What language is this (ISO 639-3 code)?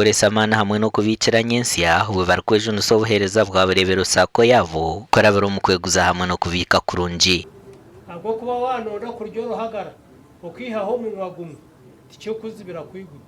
nyn